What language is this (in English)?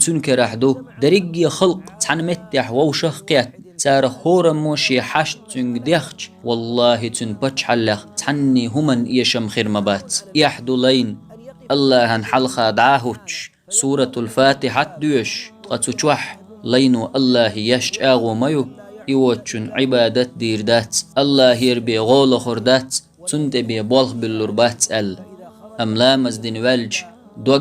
Chechen